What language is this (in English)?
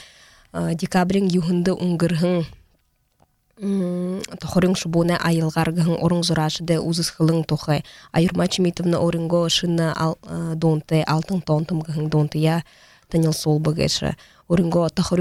Buriat